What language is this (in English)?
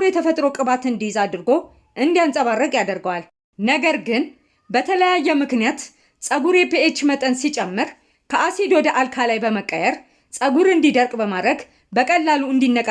Amharic